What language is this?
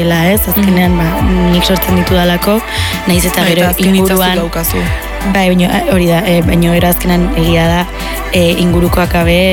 Basque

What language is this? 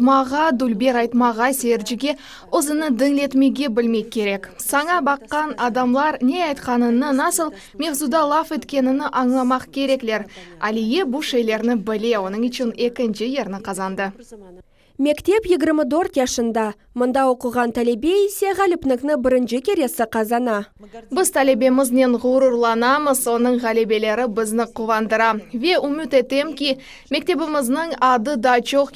Crimean Tatar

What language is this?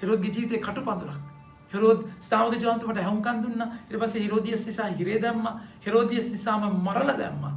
Sinhala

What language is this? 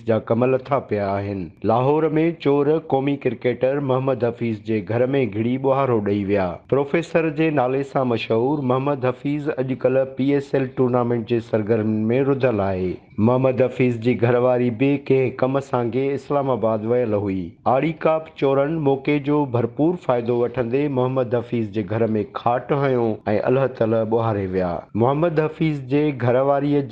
Sindhi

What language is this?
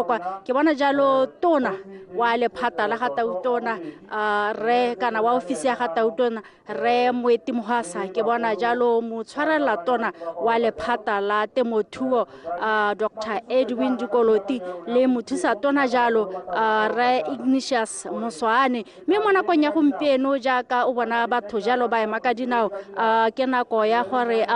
Tswana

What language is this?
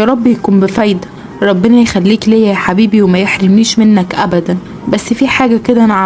Egyptian Arabic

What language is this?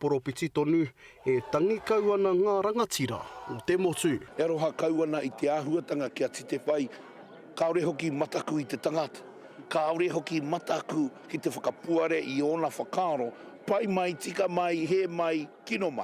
Māori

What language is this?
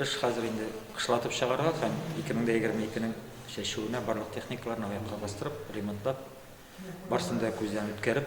Tatar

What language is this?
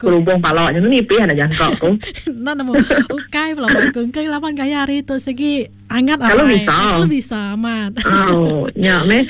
Iban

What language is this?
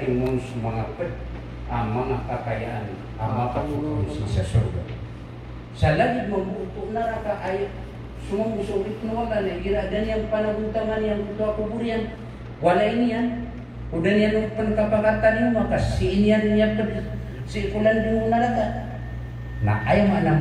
Maranao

